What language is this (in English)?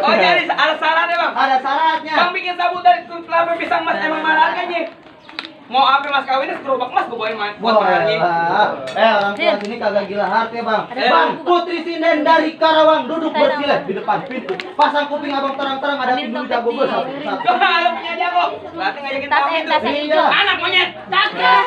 Betawi